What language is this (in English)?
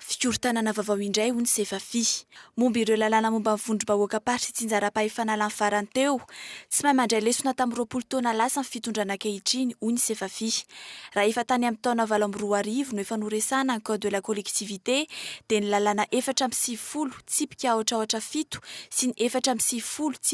Malagasy